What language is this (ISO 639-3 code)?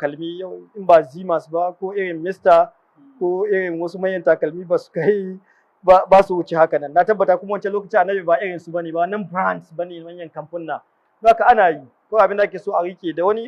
hau